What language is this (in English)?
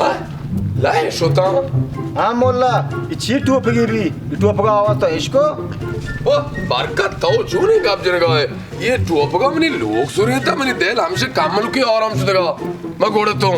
Baluchi